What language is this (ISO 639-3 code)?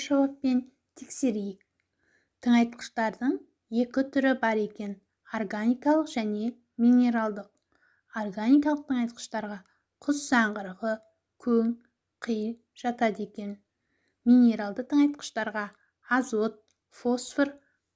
kaz